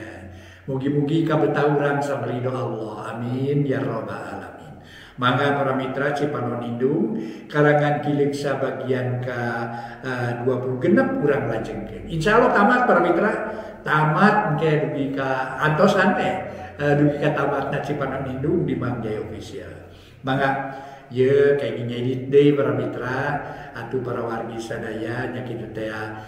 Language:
Sundanese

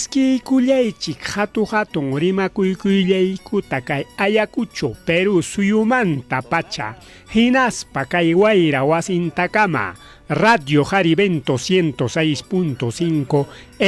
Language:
Ayacucho Quechua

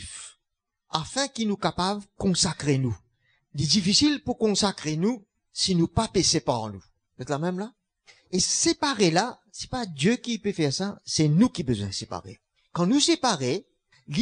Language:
Morisyen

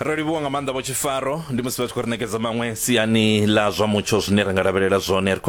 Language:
Venda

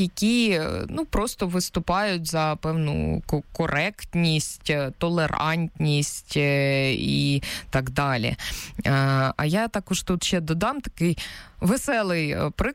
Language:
Ukrainian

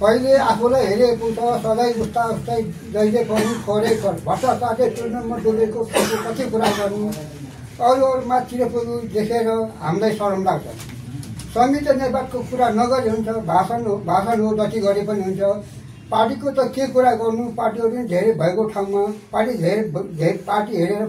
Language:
Nepali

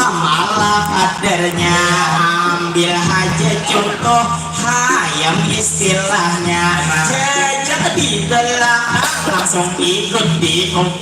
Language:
Banjar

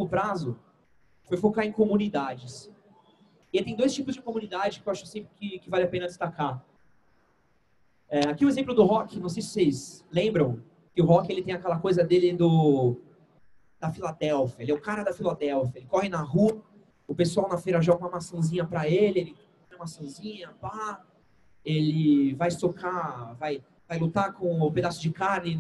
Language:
Portuguese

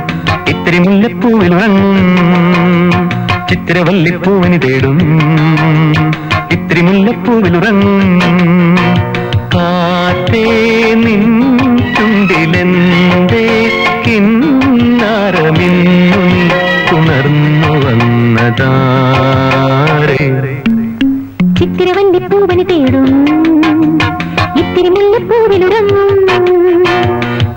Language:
Malayalam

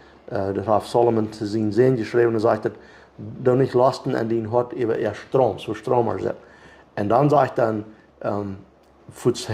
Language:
Plautdietsch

